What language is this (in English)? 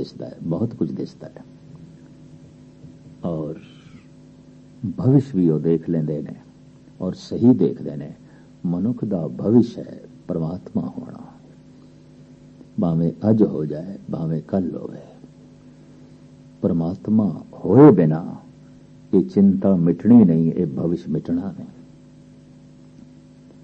Punjabi